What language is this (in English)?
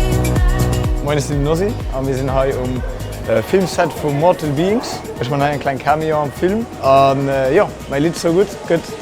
Luxembourgish